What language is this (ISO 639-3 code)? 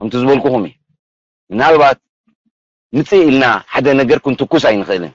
tir